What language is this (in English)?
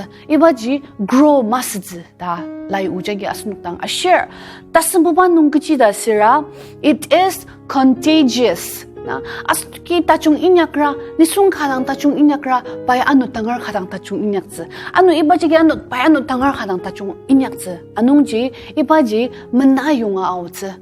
Ao Naga